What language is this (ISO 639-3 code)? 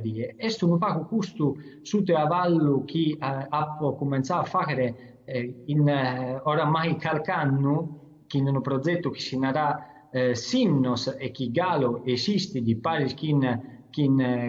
srd